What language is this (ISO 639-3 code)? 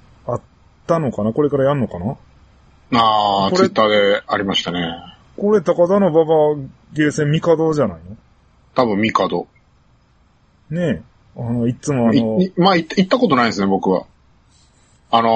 jpn